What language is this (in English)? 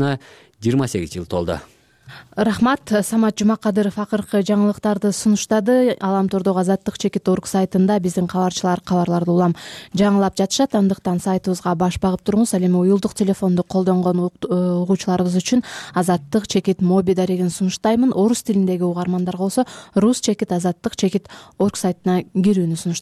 Kyrgyz